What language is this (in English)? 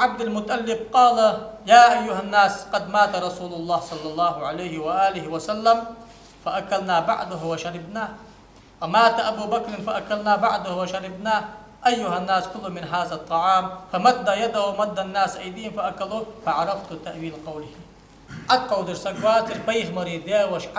Ingush